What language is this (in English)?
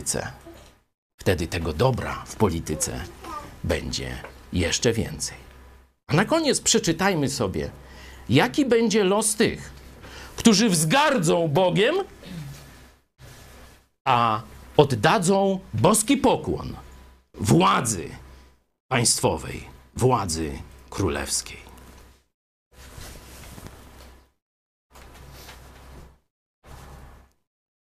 Polish